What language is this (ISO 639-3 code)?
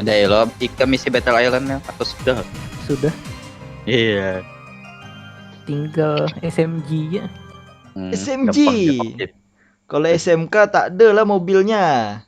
bjn